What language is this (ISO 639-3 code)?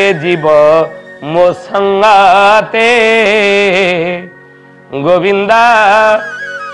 ori